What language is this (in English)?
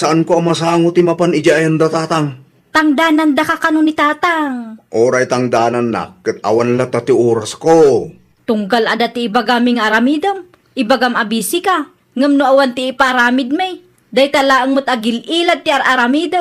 Iloko